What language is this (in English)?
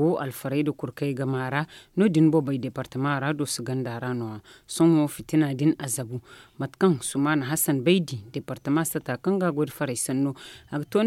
Zarma